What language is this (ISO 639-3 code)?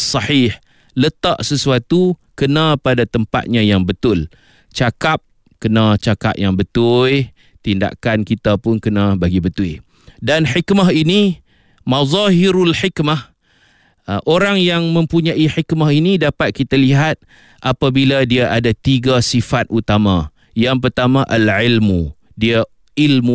msa